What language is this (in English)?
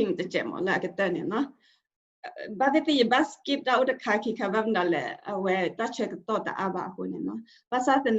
S'gaw Karen